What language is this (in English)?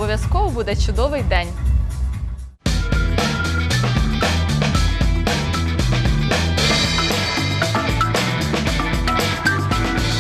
Ukrainian